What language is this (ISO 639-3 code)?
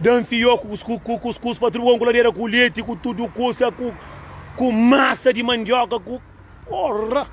kea